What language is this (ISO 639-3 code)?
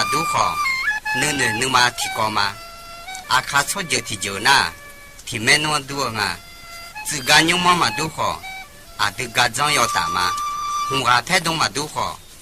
ahk